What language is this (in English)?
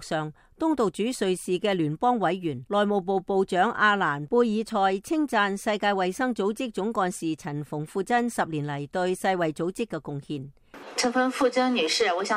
Cantonese